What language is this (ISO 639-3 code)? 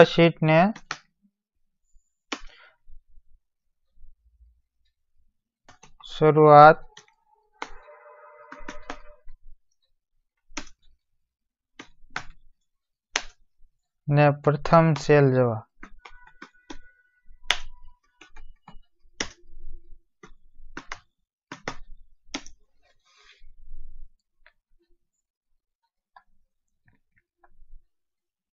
guj